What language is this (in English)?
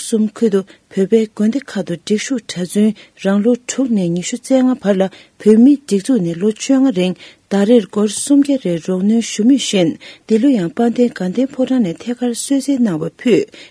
Tibetan